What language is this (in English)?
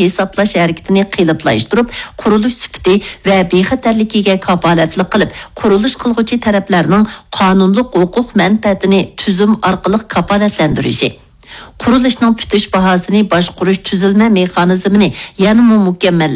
Uyghur